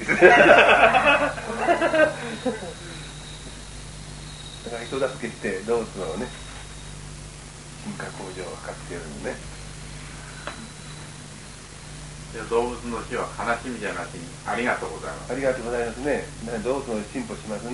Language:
Japanese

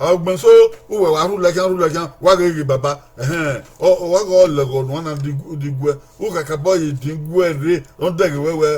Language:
Bini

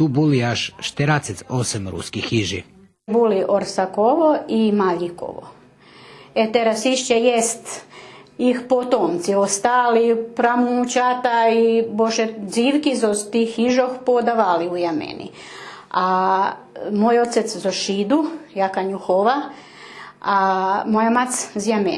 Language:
Rusyn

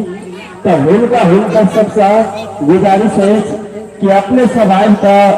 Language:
Maithili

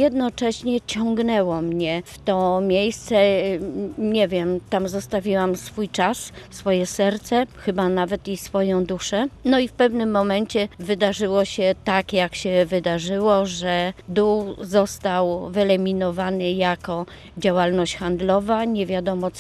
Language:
Polish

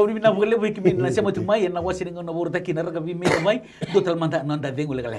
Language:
Fijian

